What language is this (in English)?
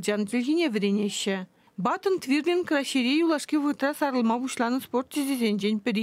Chuvash